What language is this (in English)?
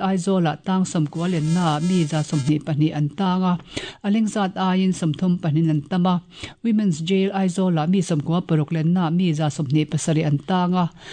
Mizo